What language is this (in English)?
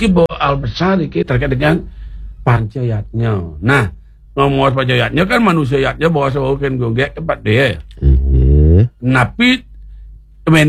Balinese